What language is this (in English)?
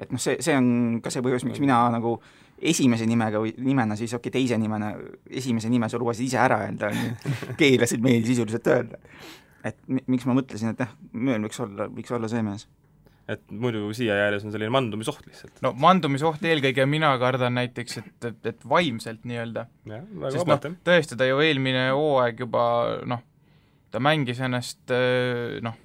Estonian